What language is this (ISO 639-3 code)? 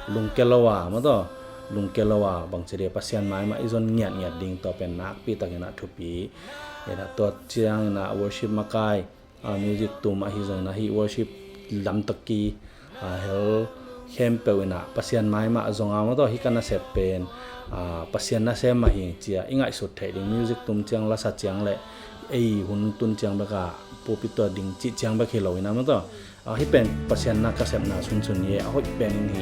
ctd